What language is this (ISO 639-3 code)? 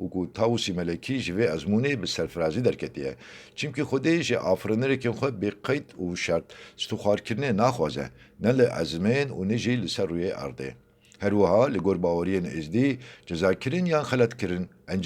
kur